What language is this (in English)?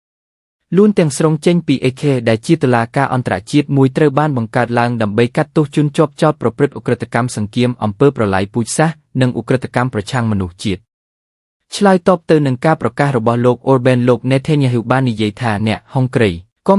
Khmer